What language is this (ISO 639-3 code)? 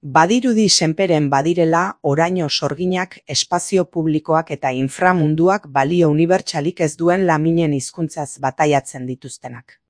eus